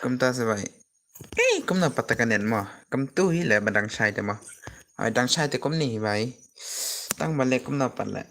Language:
Khasi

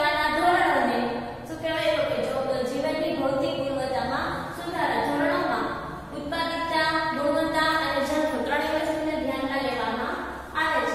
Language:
Gujarati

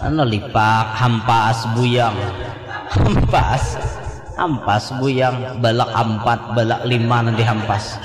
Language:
Banjar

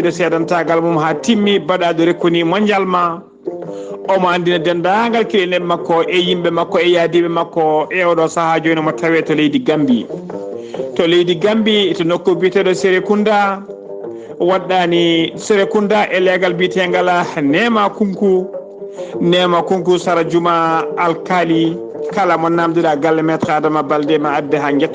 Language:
Fula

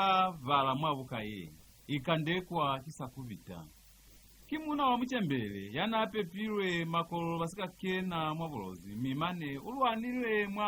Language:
Lozi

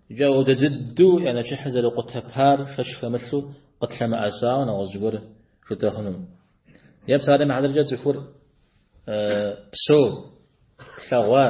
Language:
Kabardian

